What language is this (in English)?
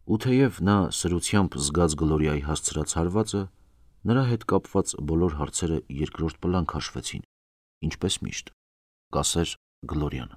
Armenian